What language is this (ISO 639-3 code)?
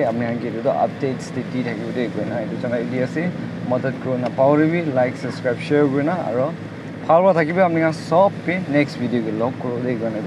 nag